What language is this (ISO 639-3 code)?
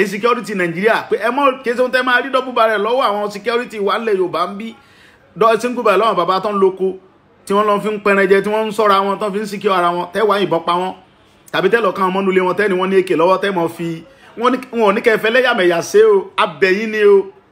yor